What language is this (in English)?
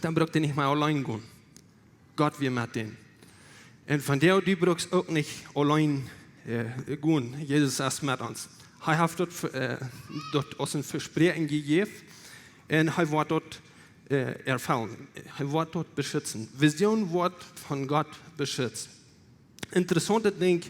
Plautdietsch